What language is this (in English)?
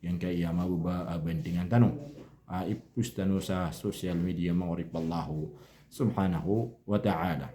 Maranao